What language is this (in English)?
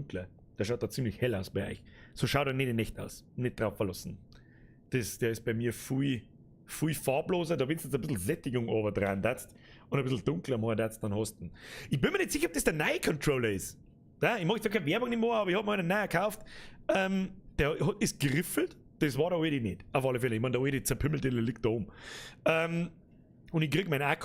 Bavarian